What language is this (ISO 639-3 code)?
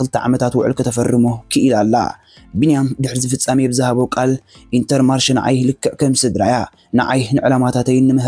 tir